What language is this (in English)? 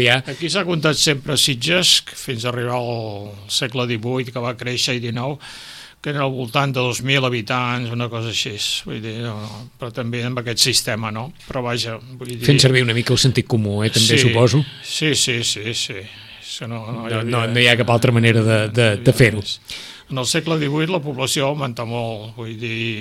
Catalan